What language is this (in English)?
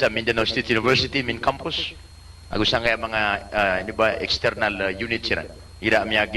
Maranao